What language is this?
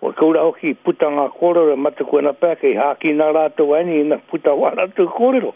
Māori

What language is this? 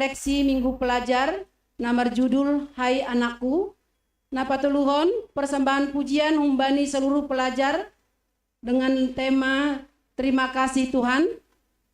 Batak Simalungun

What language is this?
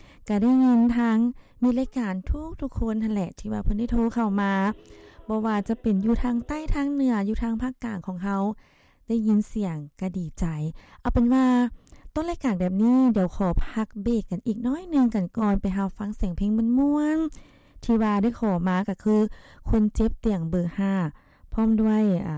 Lao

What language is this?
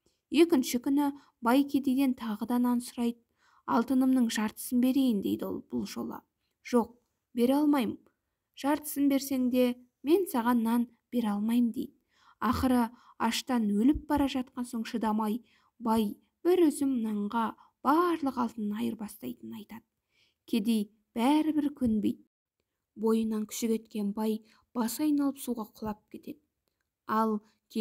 Kazakh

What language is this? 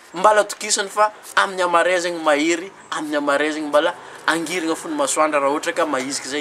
Malagasy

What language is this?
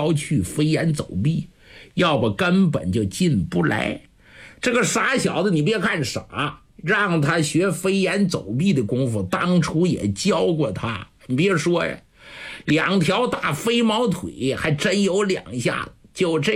Chinese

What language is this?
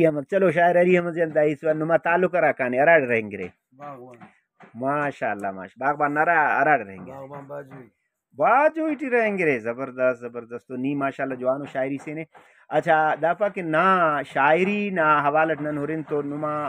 Brahui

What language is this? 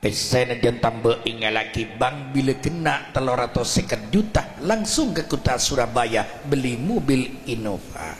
Madurese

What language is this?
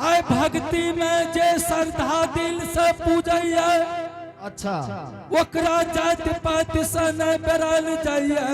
Angika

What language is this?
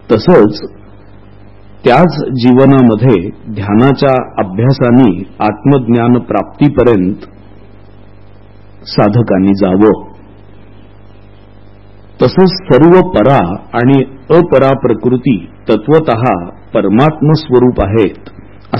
Marathi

